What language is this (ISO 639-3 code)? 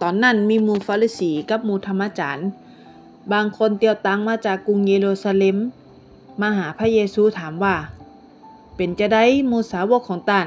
nod